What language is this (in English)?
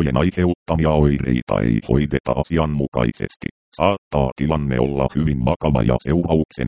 Finnish